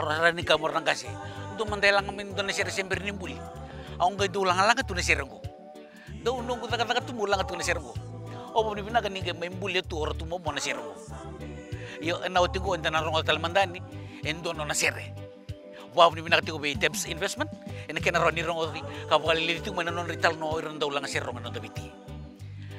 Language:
Fijian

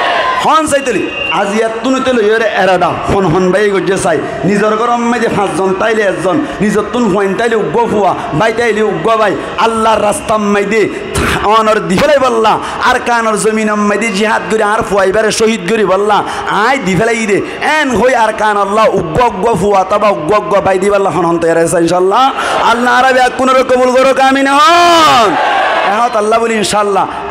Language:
Rohingya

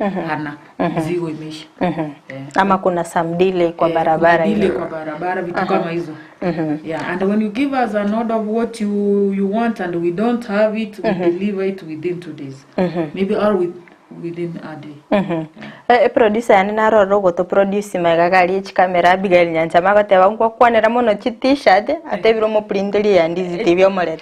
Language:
Gusii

